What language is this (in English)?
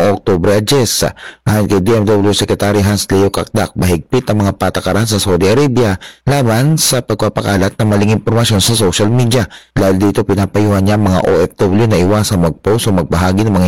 Filipino